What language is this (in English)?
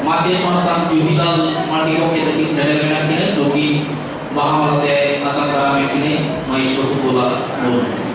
Santali